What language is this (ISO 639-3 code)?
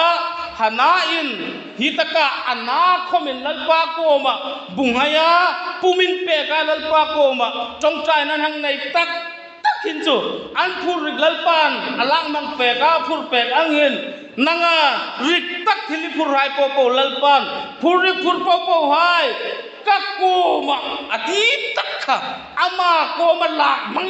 hmr